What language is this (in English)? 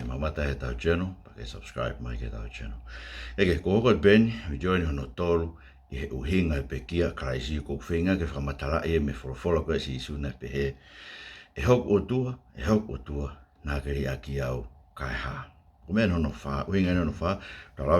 Tongan